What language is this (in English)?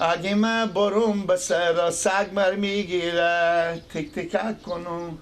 Persian